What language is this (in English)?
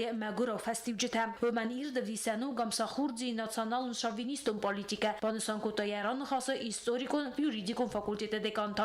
Ossetic